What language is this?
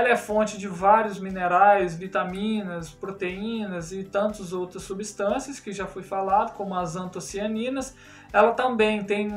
Portuguese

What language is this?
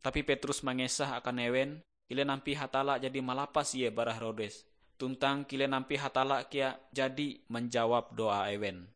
Ngaju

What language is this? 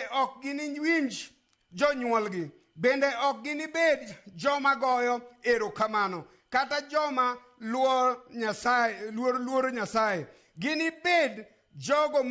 Luo (Kenya and Tanzania)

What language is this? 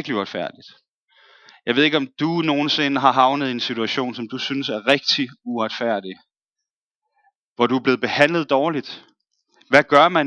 Danish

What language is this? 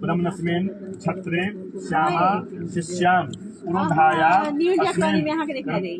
Maithili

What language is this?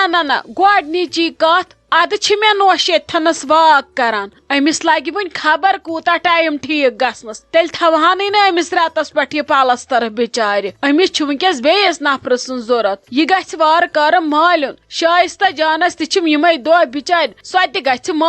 Kashmiri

